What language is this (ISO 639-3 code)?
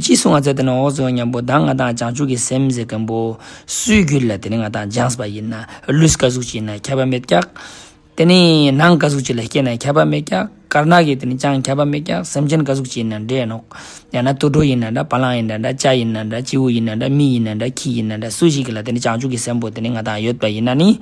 lbj